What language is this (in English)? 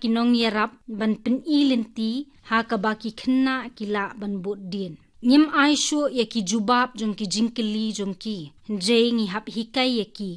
Khasi